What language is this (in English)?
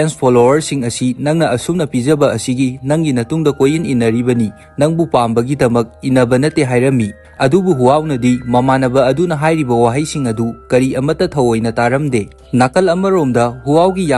Manipuri